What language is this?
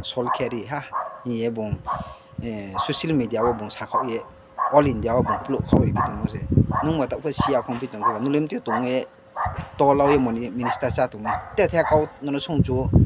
Riang (India)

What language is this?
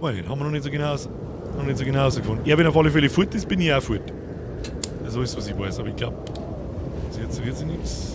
Bavarian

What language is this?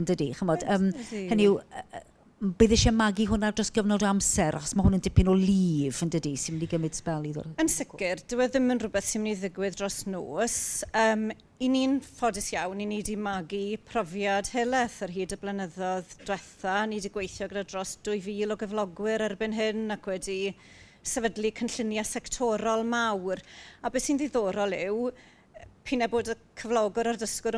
Welsh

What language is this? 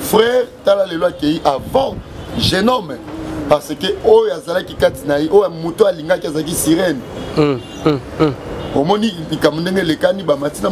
Lingala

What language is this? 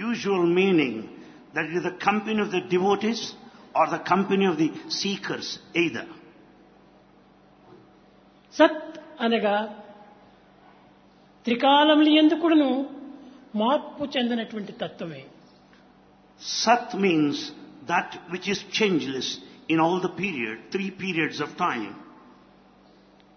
Telugu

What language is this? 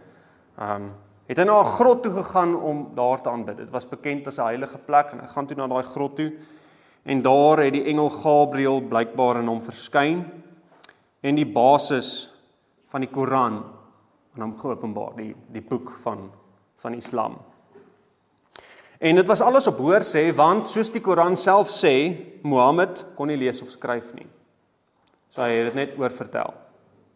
Afrikaans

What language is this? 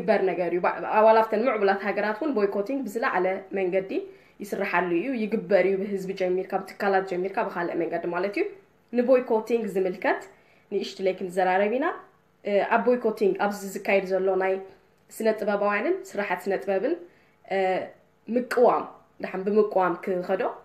Tigrinya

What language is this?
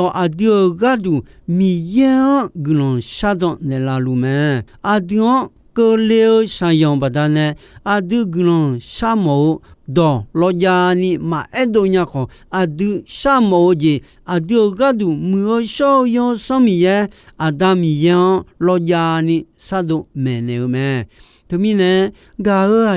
Akha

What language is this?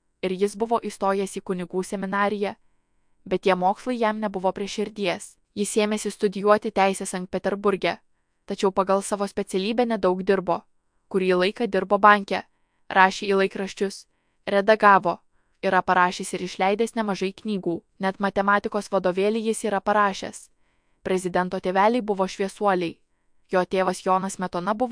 Lithuanian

